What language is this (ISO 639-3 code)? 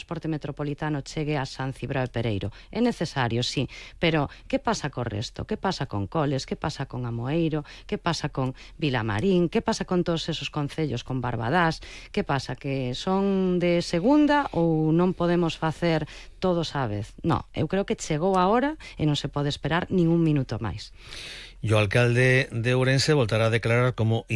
glg